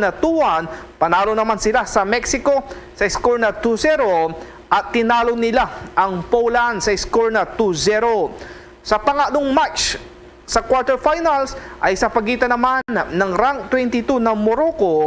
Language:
Hiligaynon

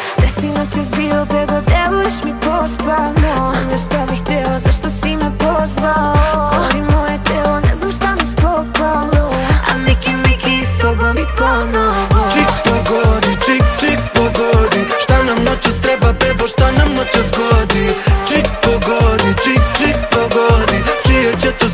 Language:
Serbian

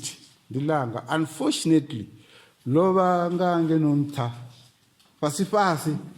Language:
Venda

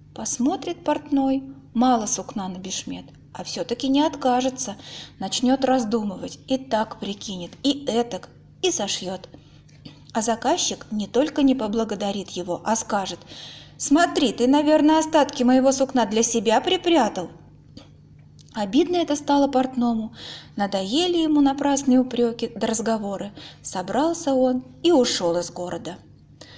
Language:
Russian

